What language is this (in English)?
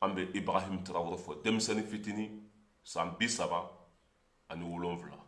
Bambara